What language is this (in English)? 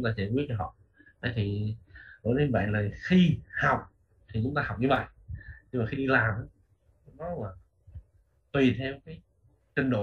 Vietnamese